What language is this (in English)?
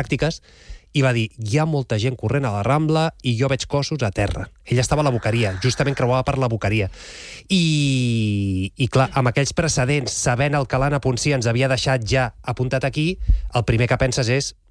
Catalan